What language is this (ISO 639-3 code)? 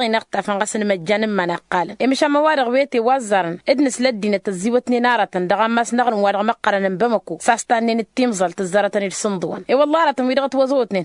taq